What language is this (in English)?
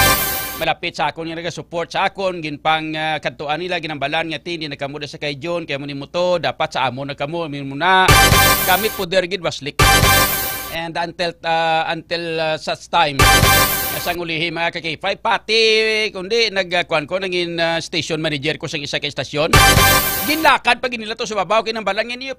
Hiligaynon